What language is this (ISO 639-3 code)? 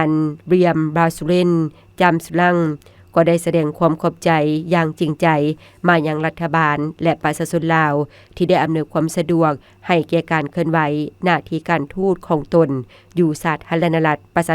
lao